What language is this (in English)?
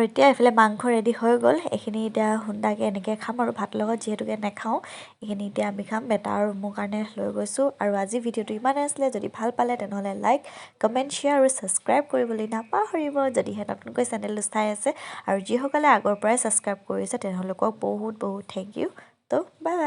Assamese